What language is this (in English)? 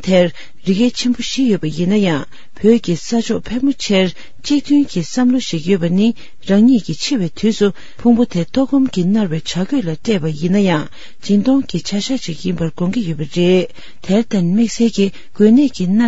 Tibetan